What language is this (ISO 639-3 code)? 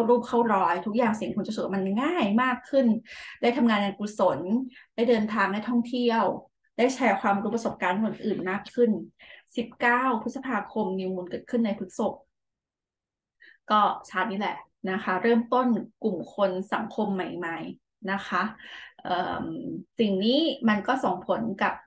tha